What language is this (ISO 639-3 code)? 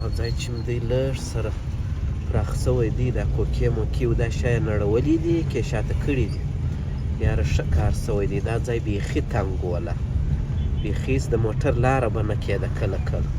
pus